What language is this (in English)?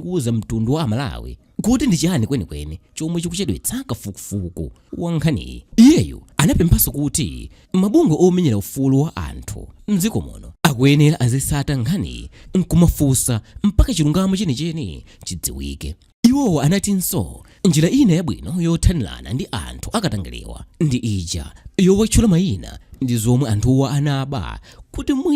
Nyanja